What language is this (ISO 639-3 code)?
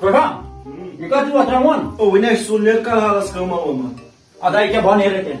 kas